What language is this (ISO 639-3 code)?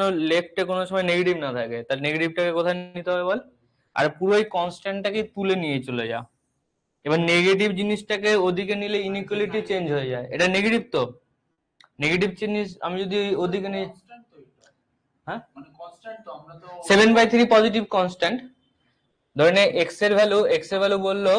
ben